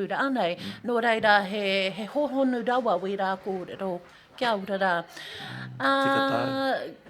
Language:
Māori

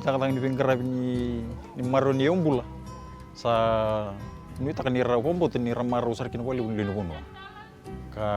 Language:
Fijian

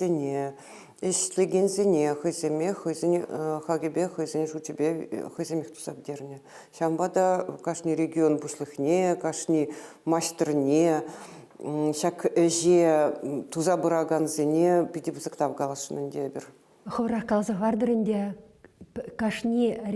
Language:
Chuvash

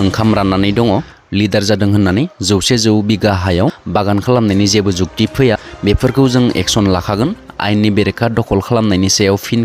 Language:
Bodo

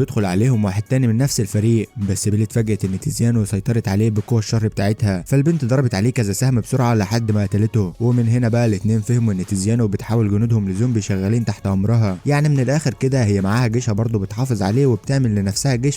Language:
Egyptian Arabic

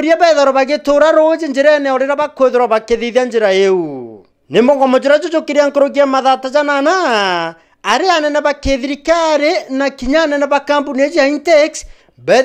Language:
Meru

